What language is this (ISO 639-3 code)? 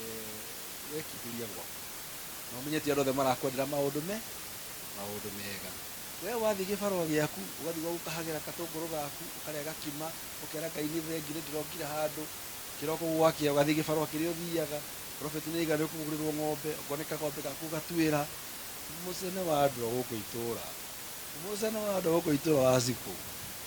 kik